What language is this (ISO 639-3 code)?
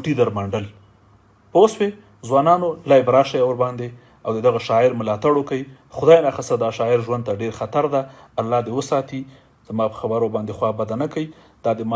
pus